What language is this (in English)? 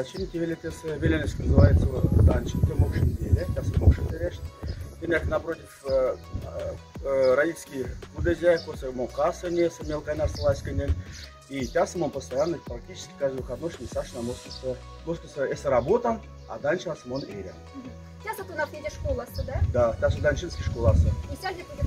Moksha